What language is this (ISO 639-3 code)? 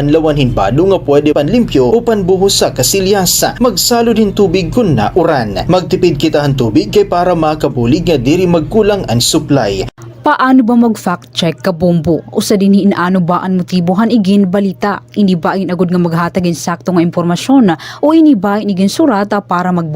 war